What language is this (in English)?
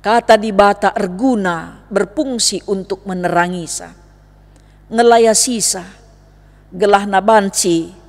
Batak Karo